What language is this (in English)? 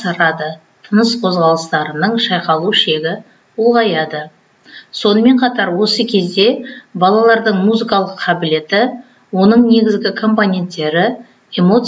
Kazakh